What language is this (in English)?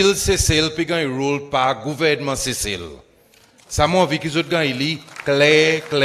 Seselwa Creole French